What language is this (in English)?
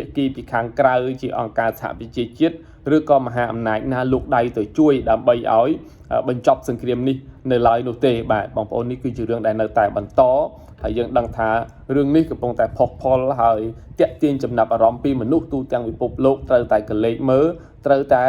Khmer